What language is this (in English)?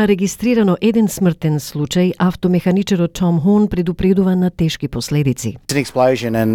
Macedonian